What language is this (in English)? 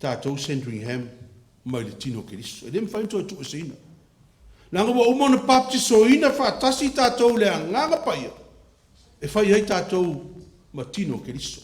Samoan